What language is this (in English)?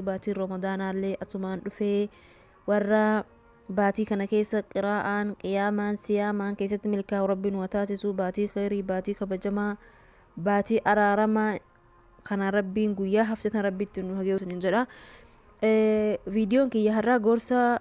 Oromo